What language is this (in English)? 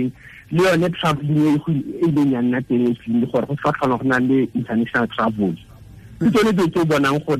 Tswana